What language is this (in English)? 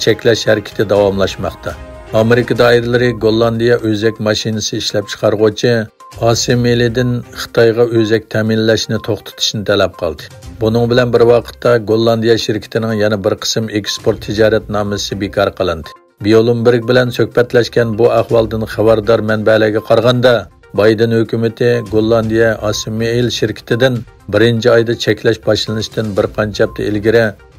Uyghur